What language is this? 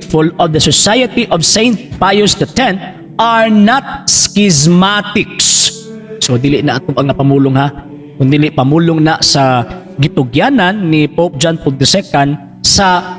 Cebuano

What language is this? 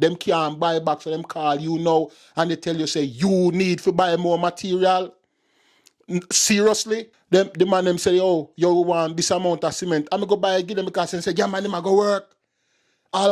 Jamaican Creole English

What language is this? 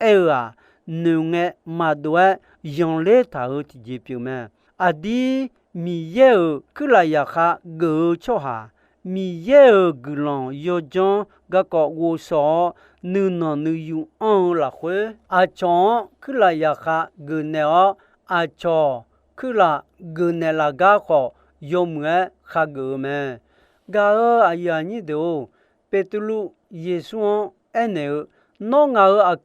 Akha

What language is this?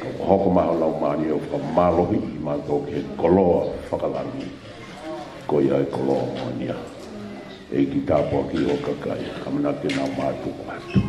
Tongan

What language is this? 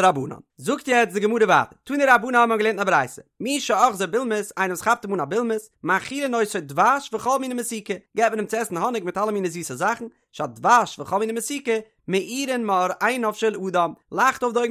Yiddish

